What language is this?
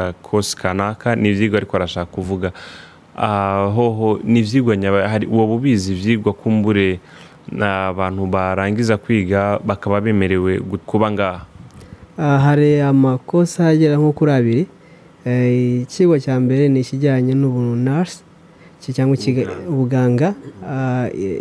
Rundi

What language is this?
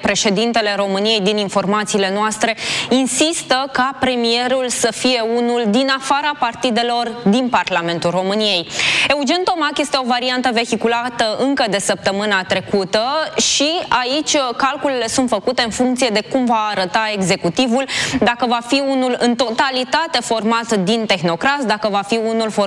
Romanian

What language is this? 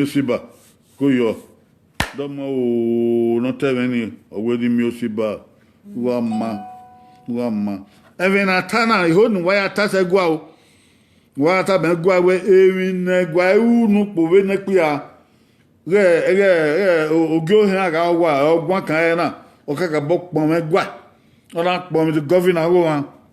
Bini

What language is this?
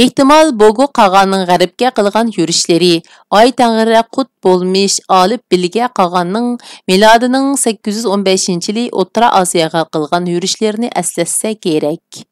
Uyghur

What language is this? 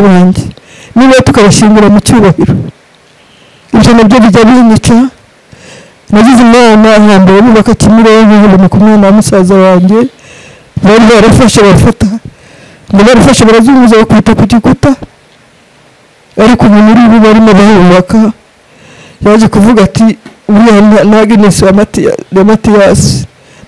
Kinyarwanda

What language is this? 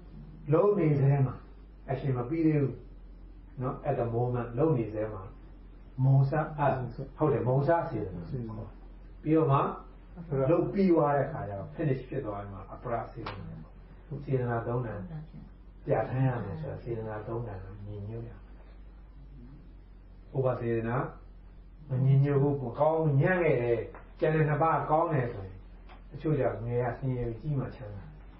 Burmese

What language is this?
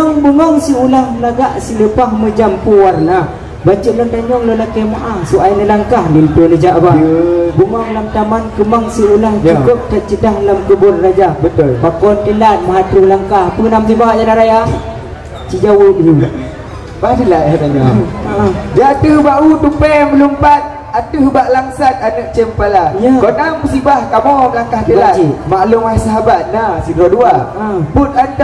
Achinese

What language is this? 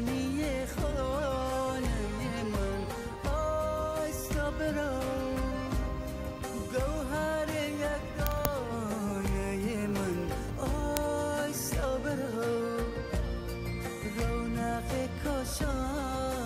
Persian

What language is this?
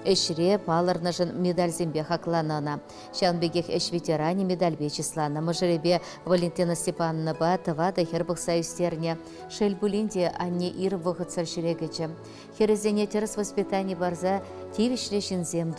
Chuvash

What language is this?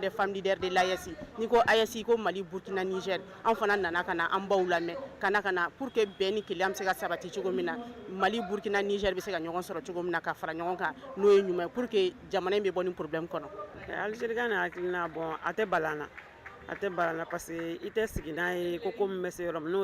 Bambara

